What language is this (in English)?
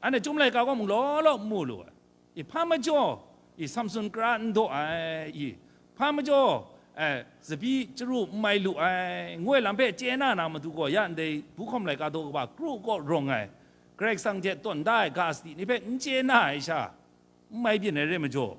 Kachin